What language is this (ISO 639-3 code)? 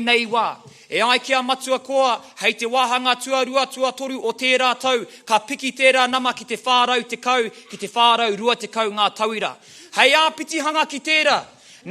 mri